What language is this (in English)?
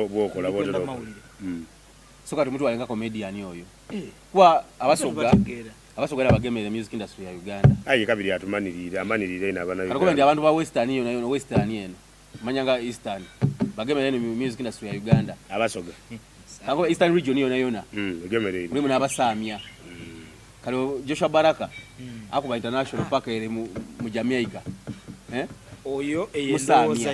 Soga